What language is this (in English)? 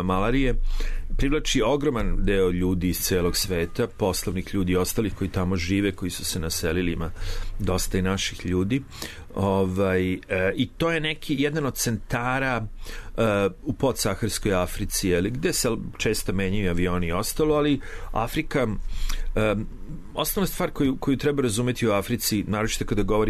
Serbian